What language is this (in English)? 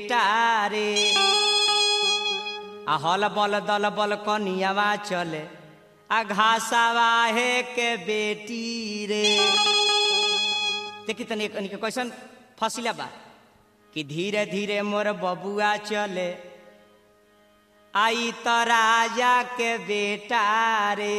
Bhojpuri